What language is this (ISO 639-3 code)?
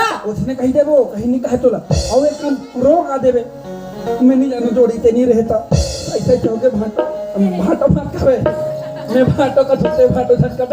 hne